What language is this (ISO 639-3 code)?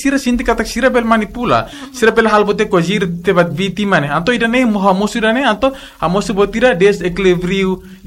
tet